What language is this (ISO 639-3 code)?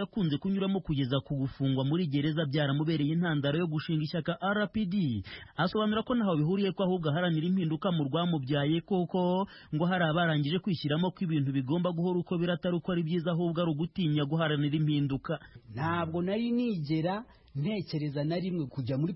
kin